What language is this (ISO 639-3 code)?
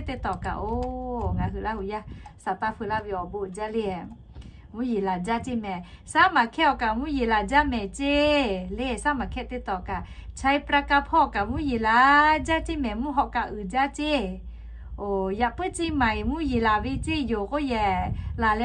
lhu